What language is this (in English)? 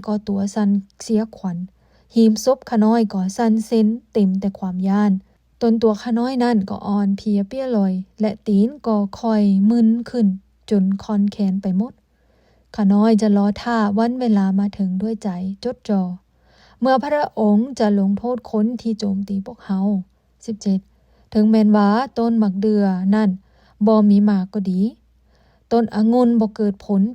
Lao